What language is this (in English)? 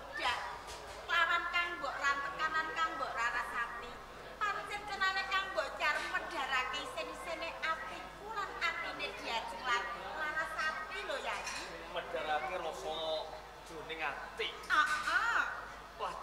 Javanese